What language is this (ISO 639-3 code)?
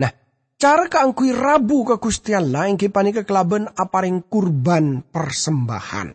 mad